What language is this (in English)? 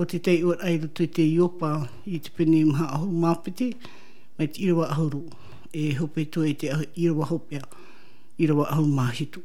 Tahitian